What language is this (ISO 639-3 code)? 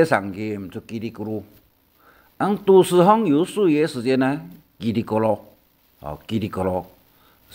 hak